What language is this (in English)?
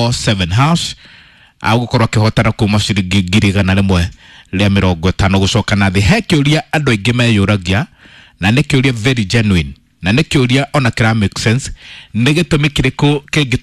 Kikuyu